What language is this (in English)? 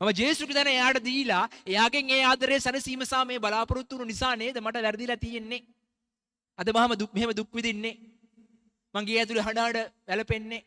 Sinhala